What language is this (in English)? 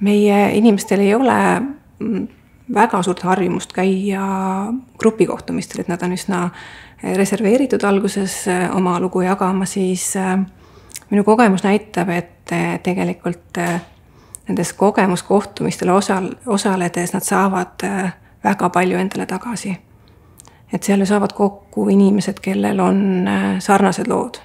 Estonian